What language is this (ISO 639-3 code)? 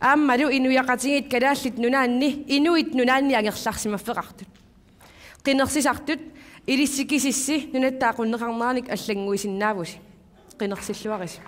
kal